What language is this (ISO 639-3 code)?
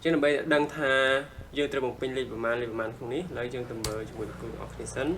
khm